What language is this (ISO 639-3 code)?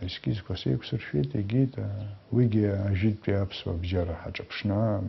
abk